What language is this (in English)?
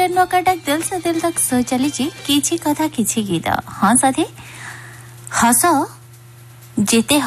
Odia